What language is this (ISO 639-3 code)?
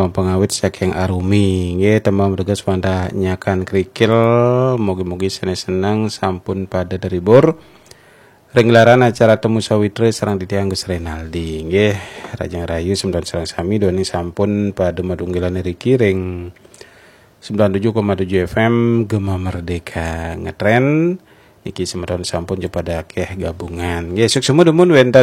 ban